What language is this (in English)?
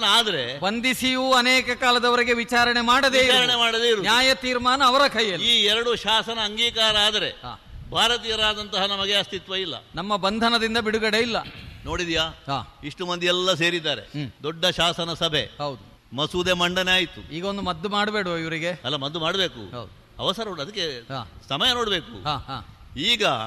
Kannada